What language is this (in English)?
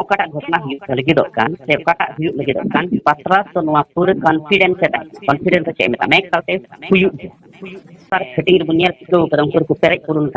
Santali